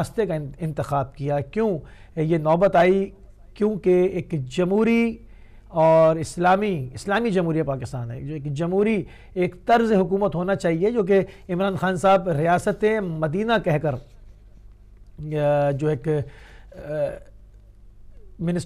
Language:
Urdu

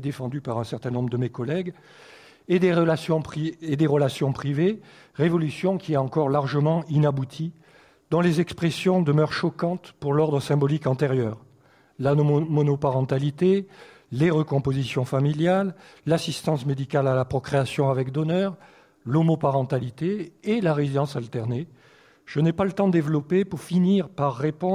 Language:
French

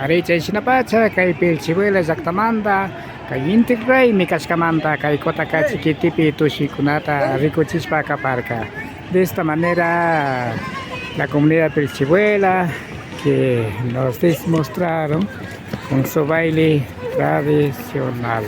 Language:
Imbabura Highland Quichua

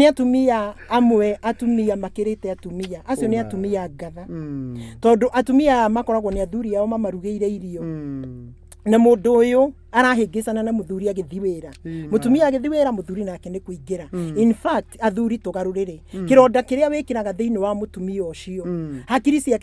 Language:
Kikuyu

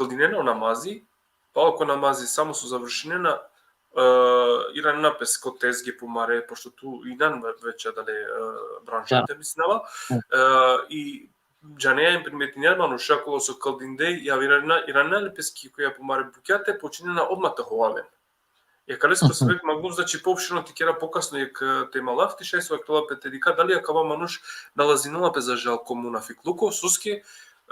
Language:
Balkan Romani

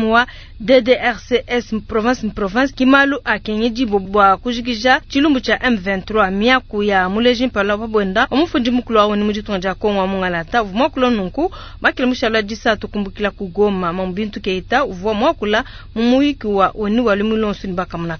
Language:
Luba-Lulua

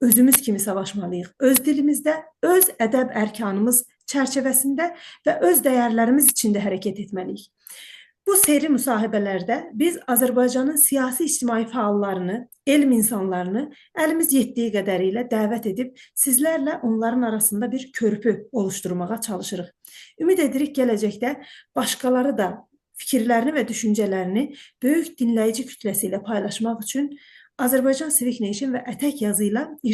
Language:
South Azerbaijani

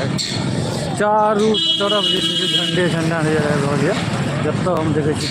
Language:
Maithili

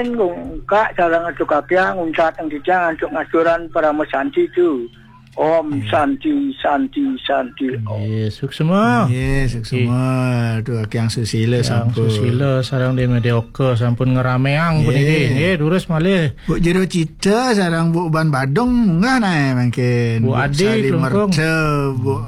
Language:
Balinese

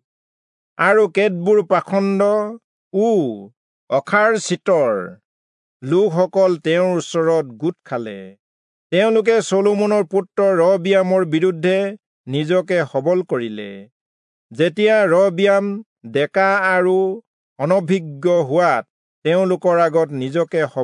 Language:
Assamese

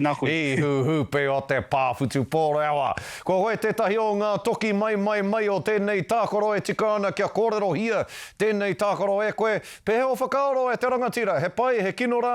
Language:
Māori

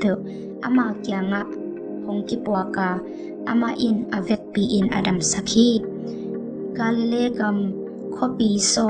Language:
Tedim Chin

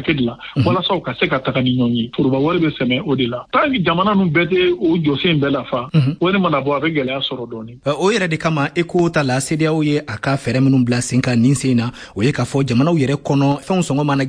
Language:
Bambara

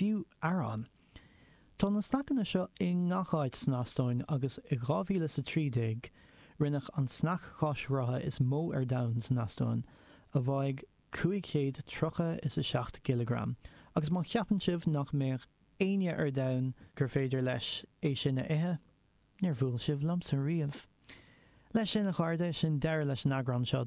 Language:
Irish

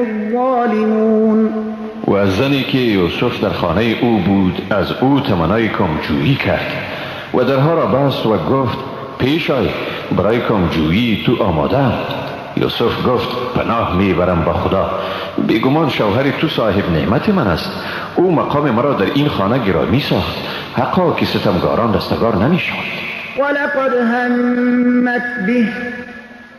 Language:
Persian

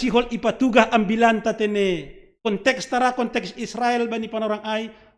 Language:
Batak Simalungun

